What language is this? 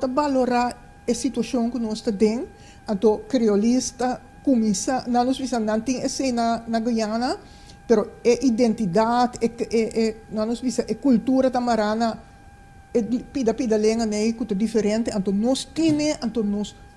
Papiamento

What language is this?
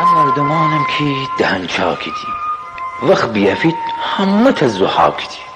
Gilaki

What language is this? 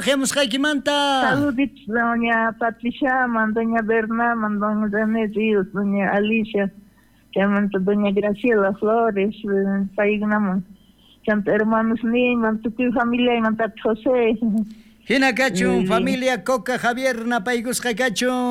South Bolivian Quechua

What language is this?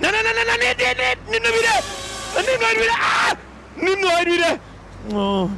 Bavarian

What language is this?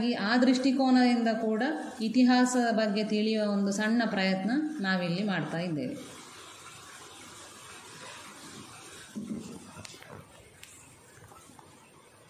Kannada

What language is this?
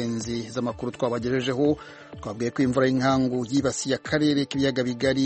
Kinyarwanda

